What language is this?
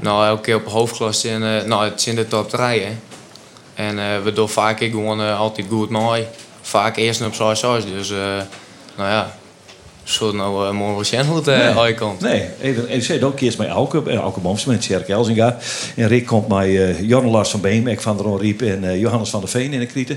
Western Frisian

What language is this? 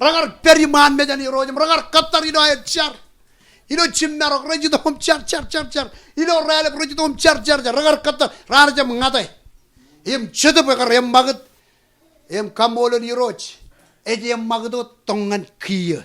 Marshallese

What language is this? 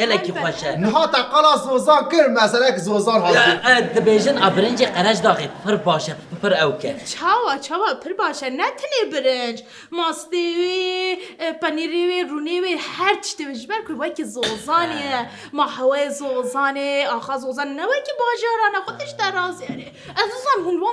Kurdish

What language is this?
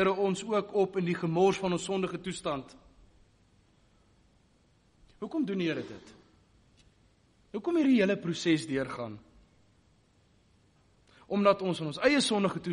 Afrikaans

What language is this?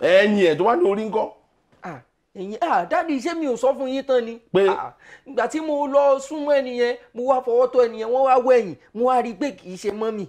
Yoruba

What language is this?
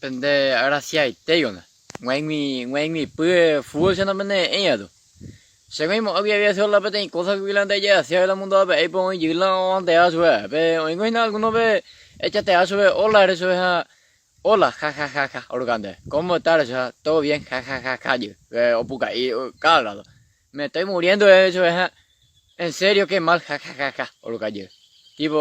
Guarani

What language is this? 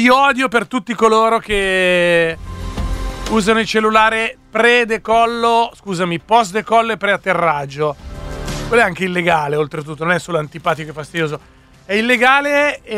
Italian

